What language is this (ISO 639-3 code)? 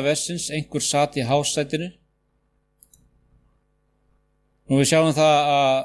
isl